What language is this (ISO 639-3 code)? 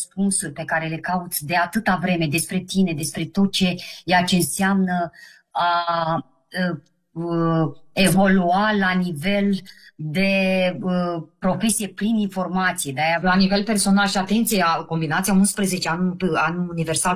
ron